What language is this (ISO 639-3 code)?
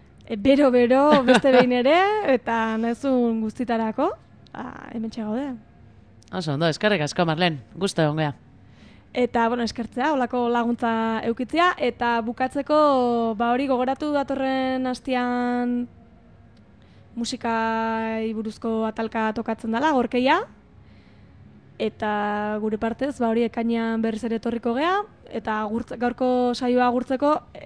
eus